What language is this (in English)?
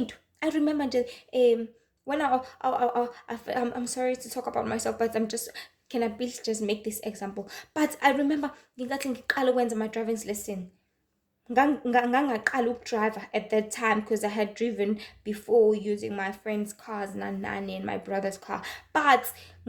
Zulu